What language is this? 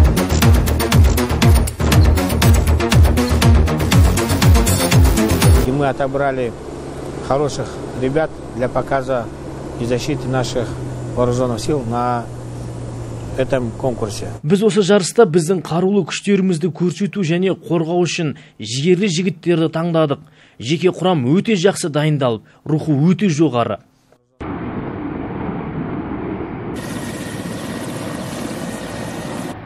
Kazakh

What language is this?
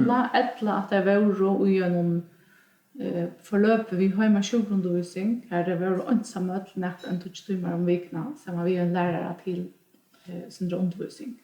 Faroese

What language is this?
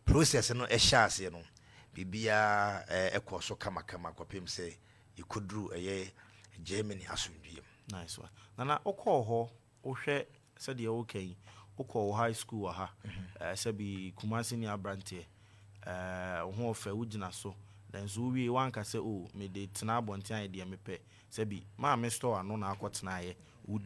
Akan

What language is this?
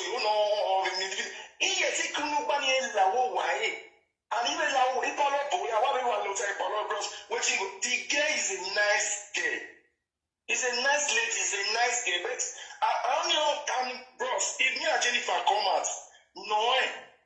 Nigerian Pidgin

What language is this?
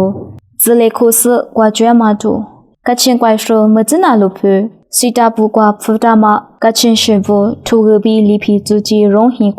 Lisu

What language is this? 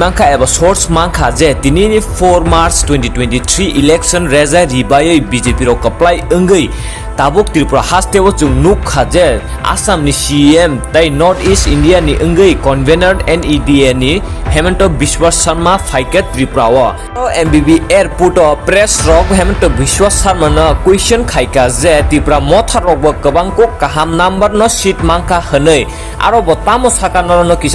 Kok Borok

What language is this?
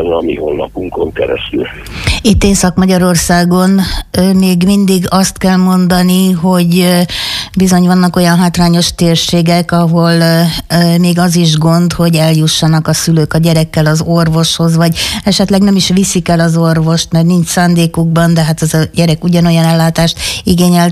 Hungarian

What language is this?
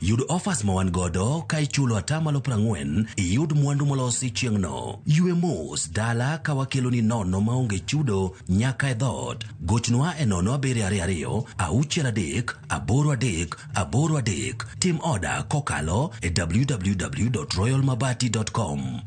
Luo (Kenya and Tanzania)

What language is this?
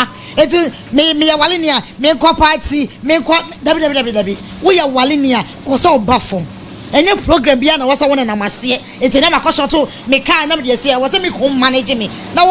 Akan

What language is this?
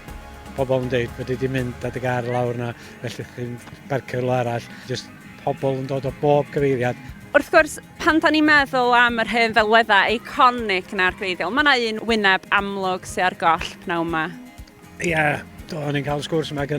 Welsh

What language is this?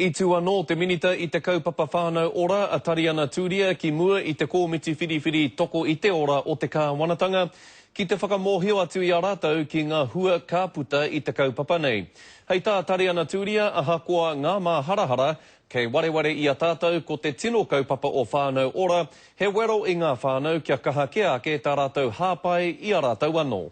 Māori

